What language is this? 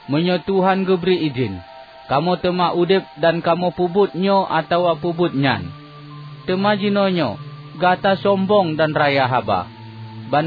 Achinese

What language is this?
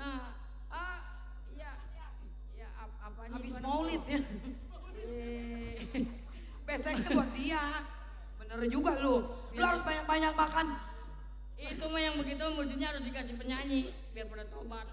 Betawi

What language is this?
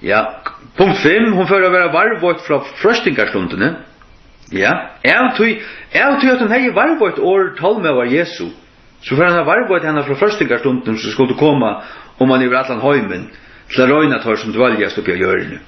Faroese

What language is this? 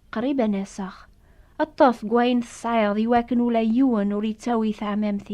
Kabyle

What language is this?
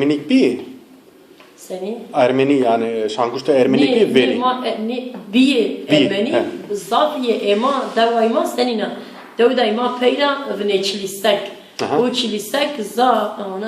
Zaza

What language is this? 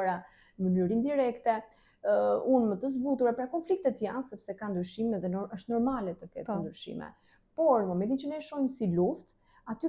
Albanian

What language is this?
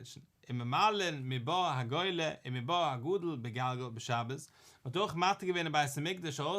Yiddish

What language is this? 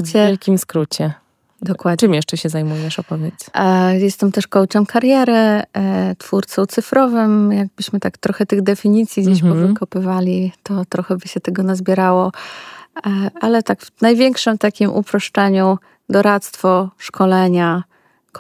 Polish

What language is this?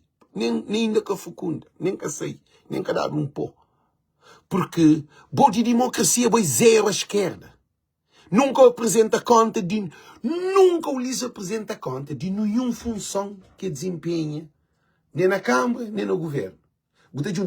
Kabuverdianu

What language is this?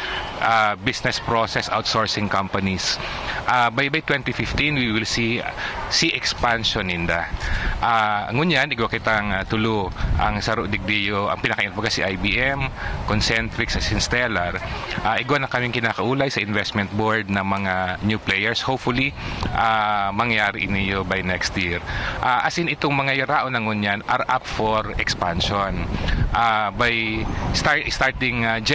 Bikol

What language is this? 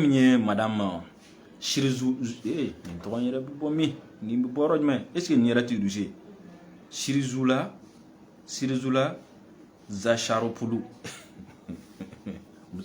Bambara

